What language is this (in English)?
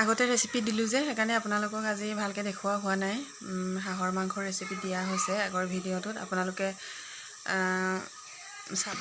Assamese